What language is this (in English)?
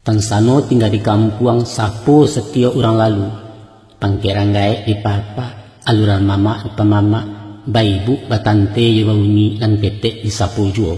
Minangkabau